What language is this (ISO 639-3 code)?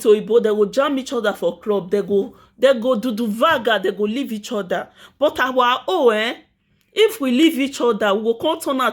pcm